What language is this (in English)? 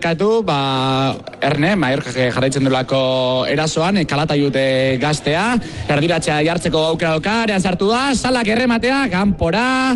Basque